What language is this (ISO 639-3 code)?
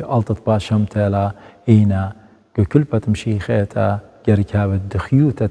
aii